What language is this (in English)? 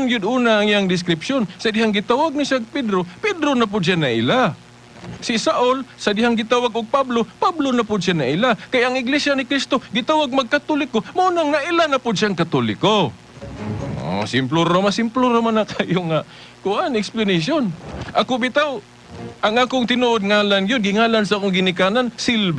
Cebuano